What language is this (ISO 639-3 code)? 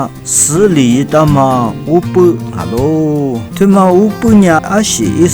lis